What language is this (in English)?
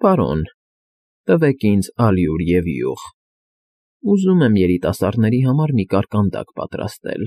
Armenian